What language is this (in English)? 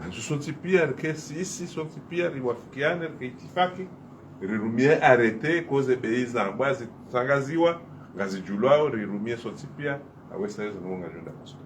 Ngazidja Comorian